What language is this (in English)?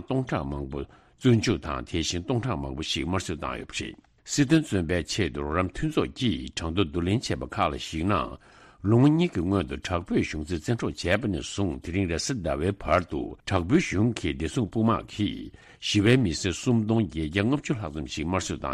Tibetan